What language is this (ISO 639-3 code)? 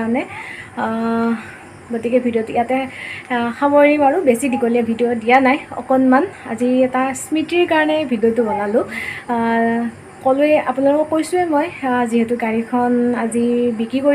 asm